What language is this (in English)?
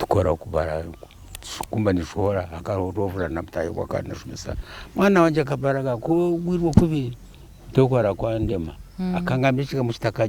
Nyankole